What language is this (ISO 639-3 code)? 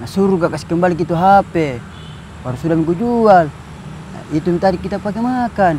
mfp